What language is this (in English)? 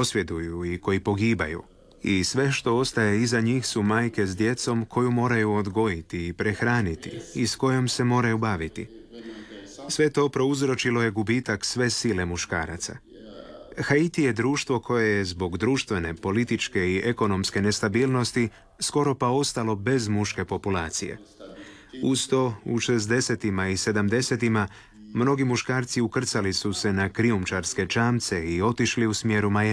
Croatian